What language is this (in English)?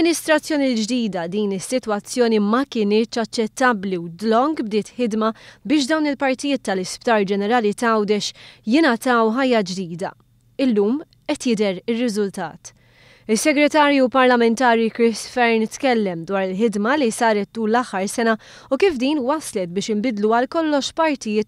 Maltese